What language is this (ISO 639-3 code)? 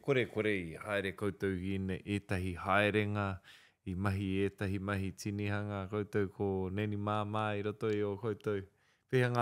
mri